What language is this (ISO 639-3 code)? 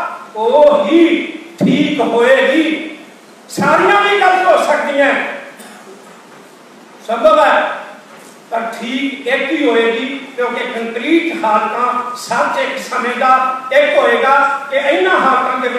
pan